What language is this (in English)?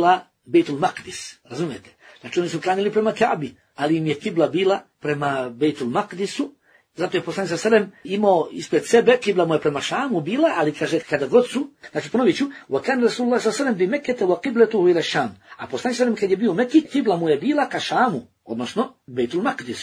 Bosnian